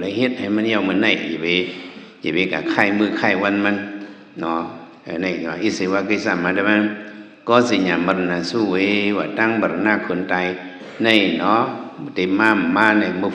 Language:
Shan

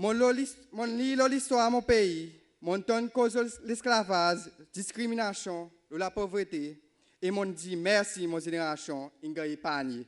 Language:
Seselwa Creole French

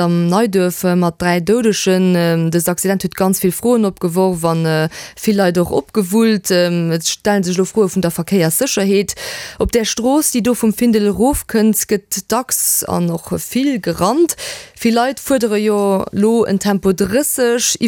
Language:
Luxembourgish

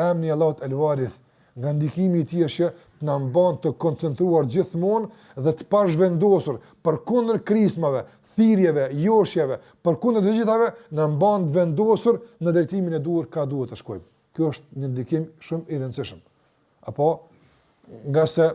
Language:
Albanian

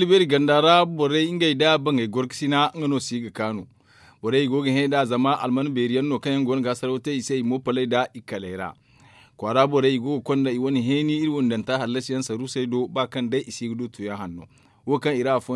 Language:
Zarma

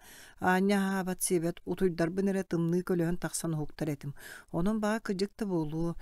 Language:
Yakut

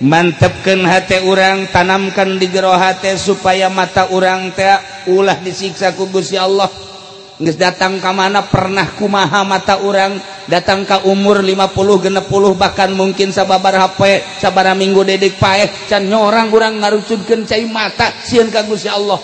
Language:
Sundanese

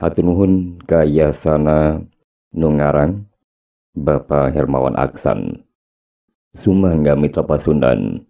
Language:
Sundanese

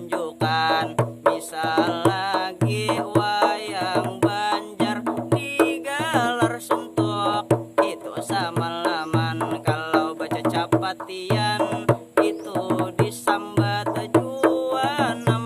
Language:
Banjar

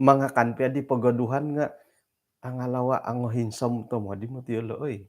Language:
Central Dusun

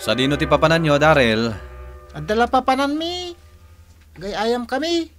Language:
Iloko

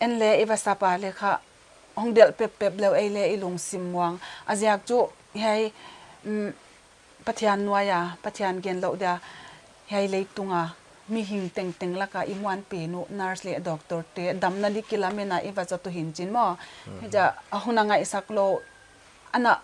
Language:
Paite Chin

